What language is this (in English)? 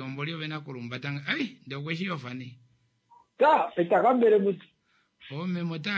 Kuanyama